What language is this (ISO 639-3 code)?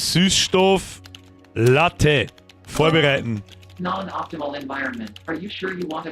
bar